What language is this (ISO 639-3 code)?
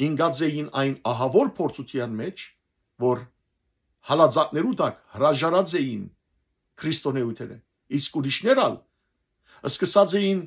hyw